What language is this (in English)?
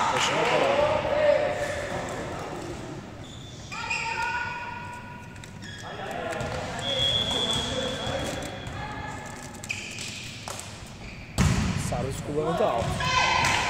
Turkish